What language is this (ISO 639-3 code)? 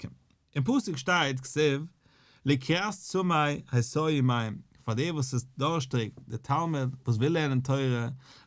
yid